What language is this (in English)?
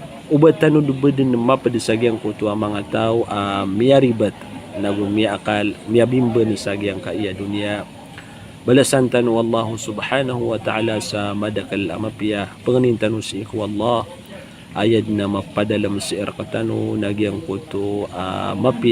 Maranao